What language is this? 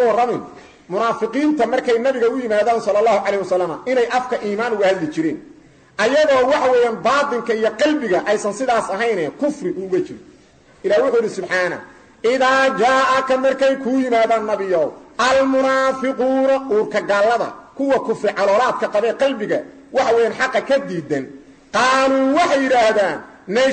Somali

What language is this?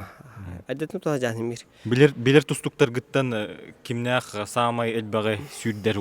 Yakut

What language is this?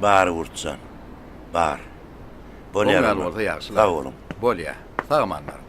Turkmen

